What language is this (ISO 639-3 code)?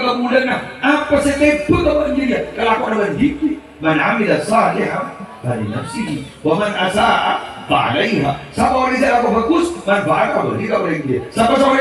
mad